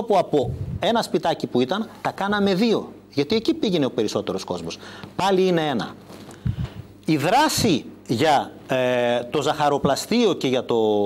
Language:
Greek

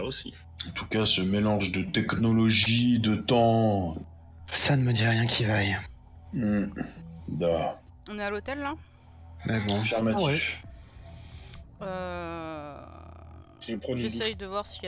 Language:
French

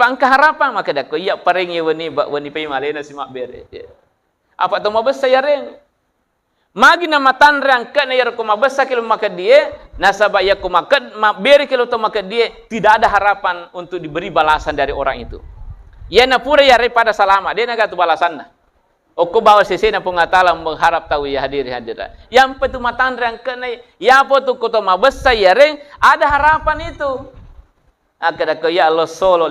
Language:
Buginese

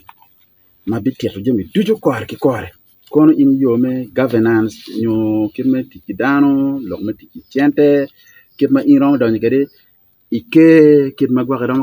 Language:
Acoli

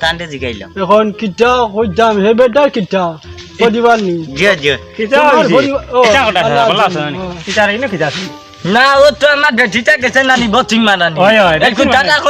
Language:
Sylheti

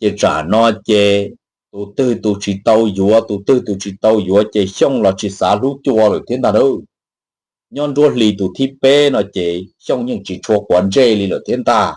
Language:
Hmong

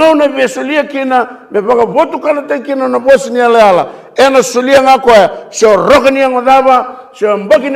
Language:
Fijian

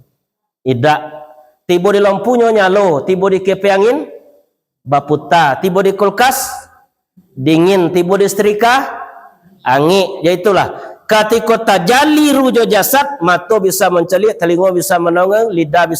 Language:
Minangkabau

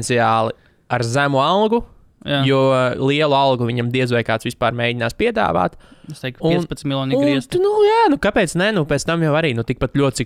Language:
Latvian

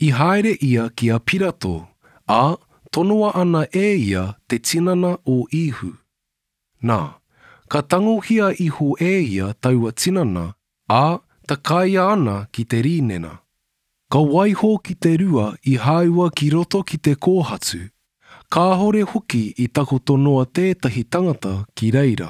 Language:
Māori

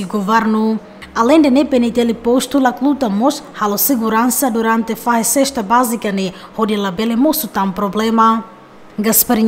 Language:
Tetum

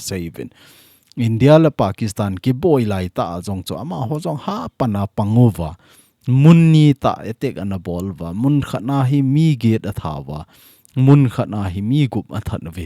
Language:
Thado Chin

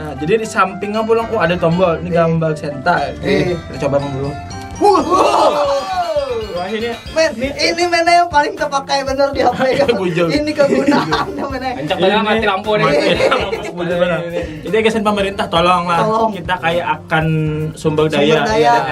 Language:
Banjar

